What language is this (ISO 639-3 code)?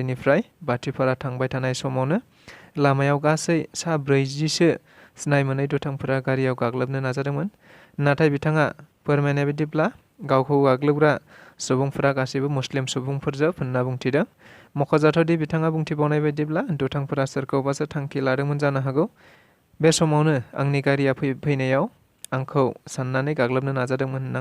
brx